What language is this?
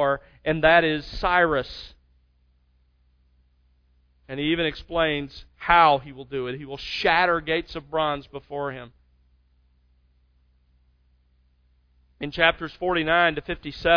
English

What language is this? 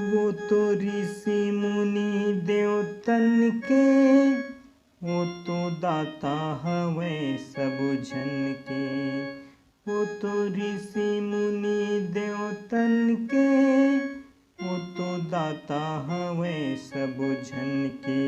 Chhattisgarhi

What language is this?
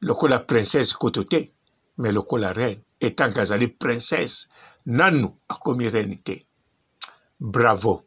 Lingala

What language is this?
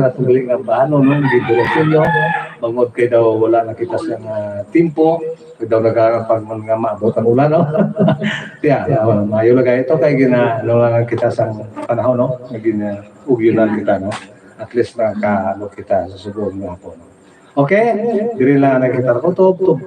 Hiligaynon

